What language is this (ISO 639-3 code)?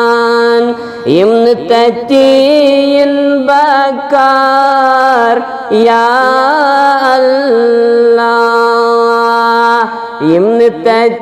kas